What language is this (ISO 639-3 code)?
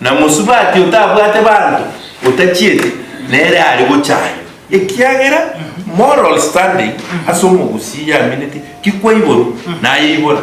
guz